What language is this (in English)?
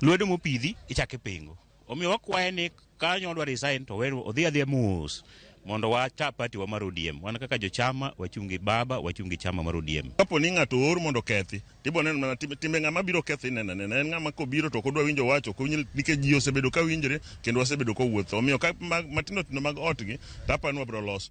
Luo (Kenya and Tanzania)